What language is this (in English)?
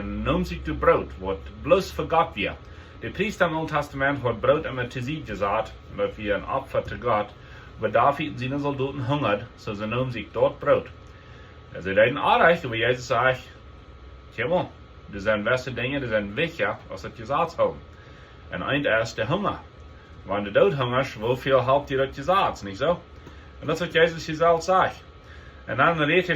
Plautdietsch